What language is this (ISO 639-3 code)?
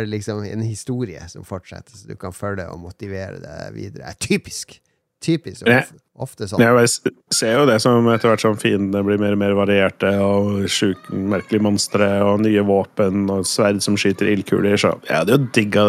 nor